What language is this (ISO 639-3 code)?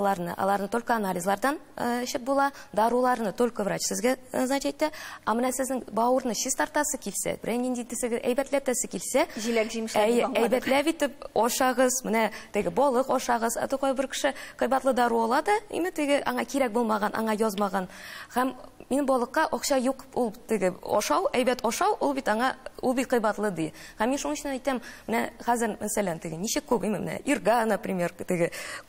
tat